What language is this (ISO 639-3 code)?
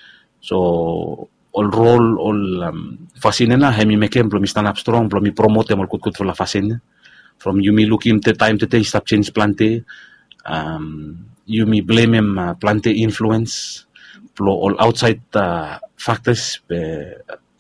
bis